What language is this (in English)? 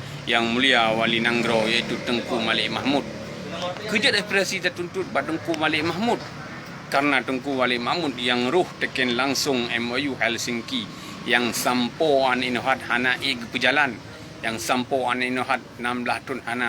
Achinese